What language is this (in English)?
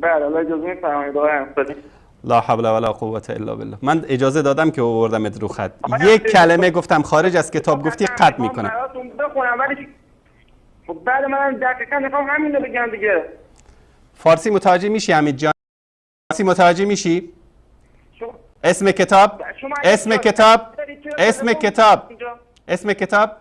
Persian